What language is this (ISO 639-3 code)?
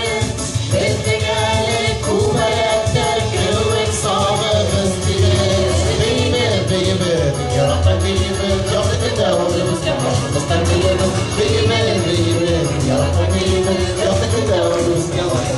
bak